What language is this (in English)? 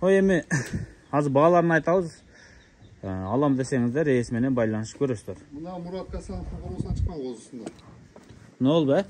Kyrgyz